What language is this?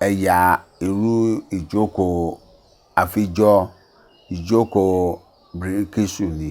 Yoruba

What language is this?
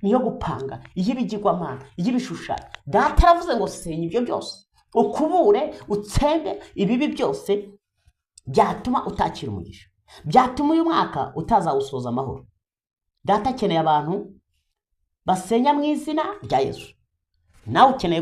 Kinyarwanda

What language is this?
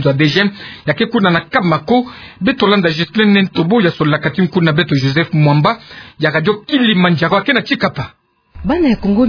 Kituba (Democratic Republic of Congo)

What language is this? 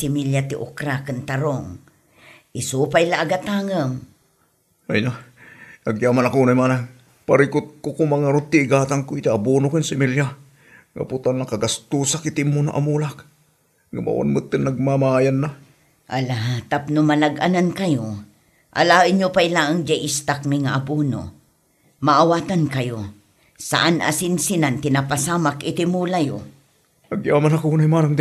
Iloko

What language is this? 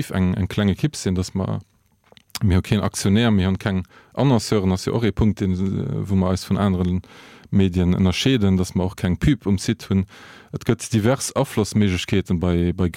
Luxembourgish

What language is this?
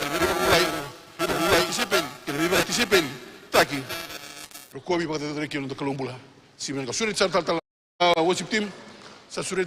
Fijian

